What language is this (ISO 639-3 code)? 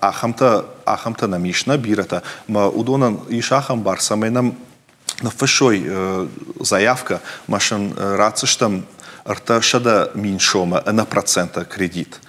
oss